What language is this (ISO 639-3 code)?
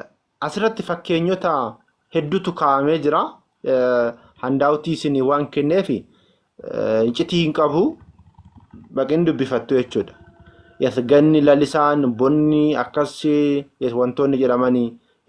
orm